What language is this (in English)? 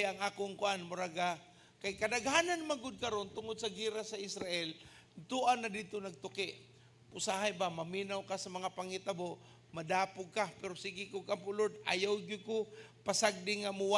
Cebuano